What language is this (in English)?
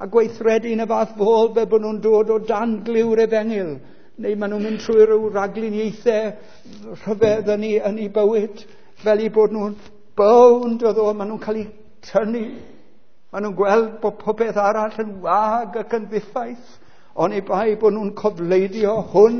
Welsh